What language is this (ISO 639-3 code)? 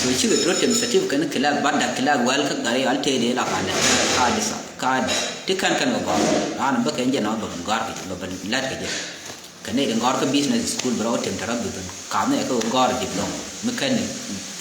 nus